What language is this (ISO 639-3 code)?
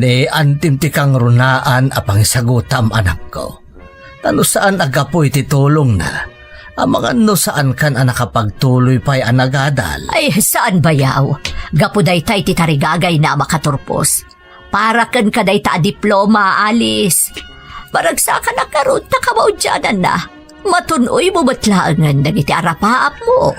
ilo